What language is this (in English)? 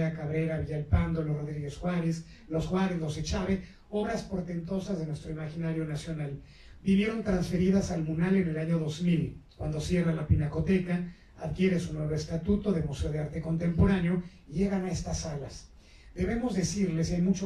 Spanish